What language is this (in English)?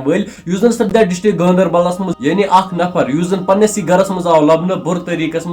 Kashmiri